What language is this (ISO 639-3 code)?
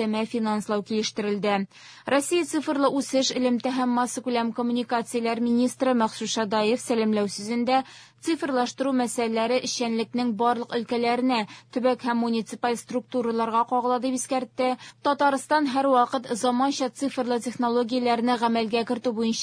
tat